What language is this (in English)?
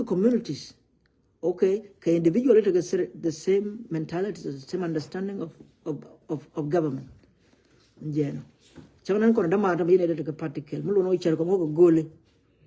Nuer